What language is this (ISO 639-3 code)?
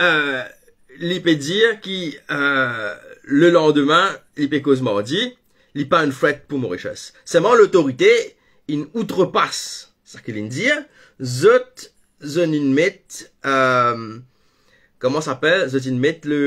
mfe